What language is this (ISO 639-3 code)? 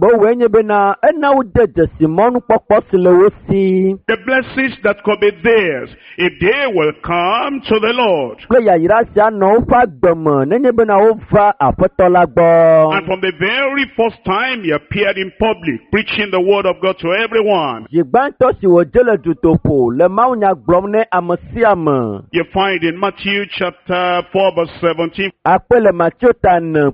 ewe